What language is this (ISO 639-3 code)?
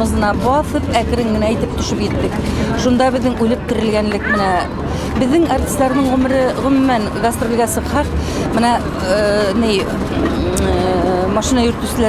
bak